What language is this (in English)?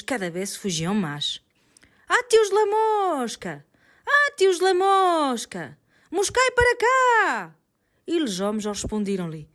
Mirandese